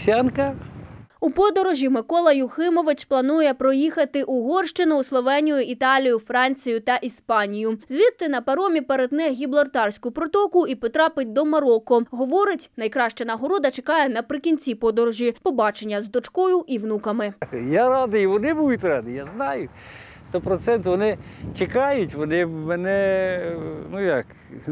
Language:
Ukrainian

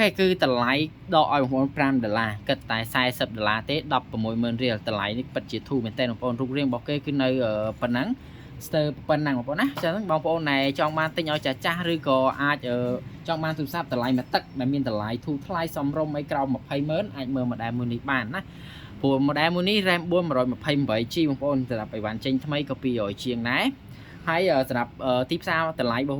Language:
Khmer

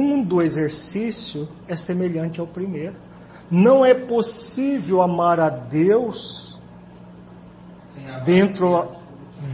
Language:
Portuguese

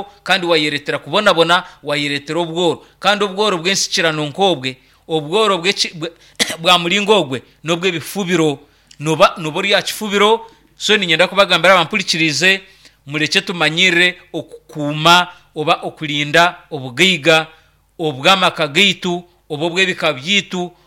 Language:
Nyankole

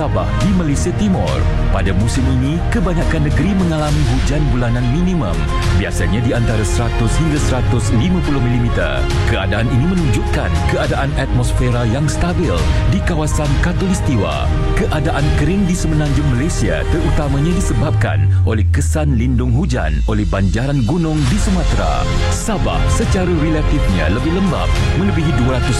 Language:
Malay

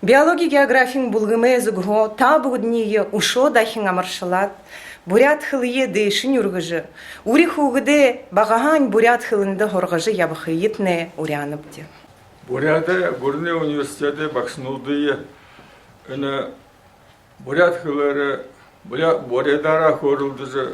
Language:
Buriat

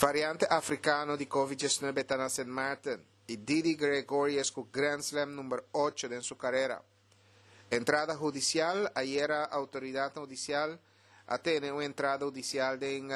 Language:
Papiamento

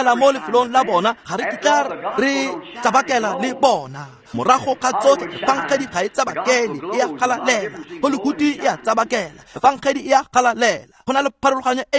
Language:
Tswana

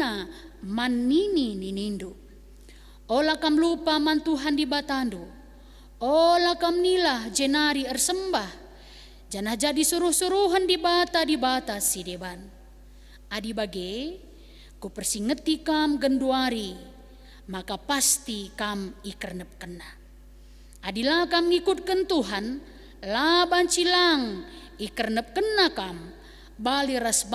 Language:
Batak Karo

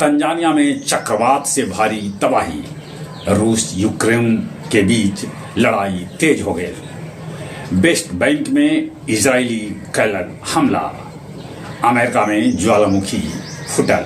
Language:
Magahi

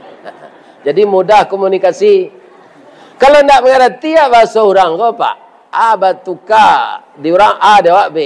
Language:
Minangkabau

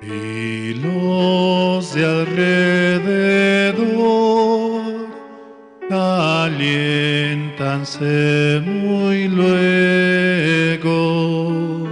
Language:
Aymara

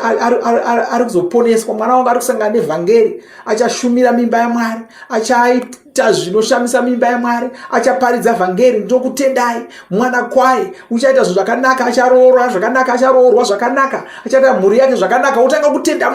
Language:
Shona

